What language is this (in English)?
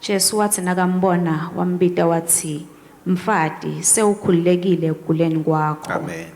Swati